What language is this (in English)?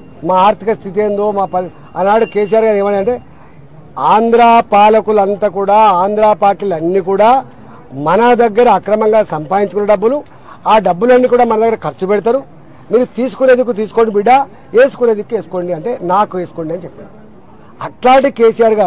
Telugu